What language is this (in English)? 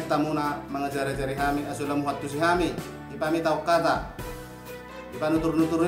Batak Toba